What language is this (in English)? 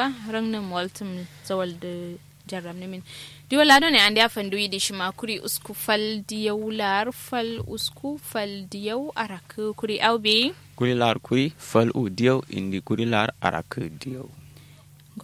Kanuri